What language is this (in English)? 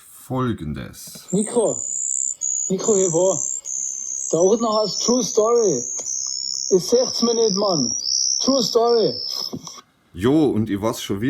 Bavarian